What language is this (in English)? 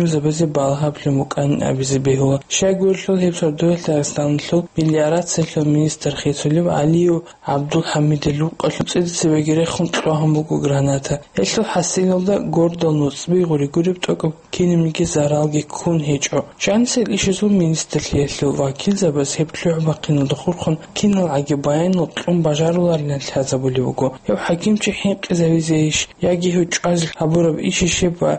Avaric